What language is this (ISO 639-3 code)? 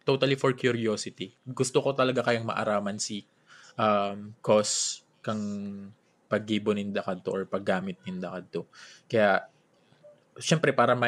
bik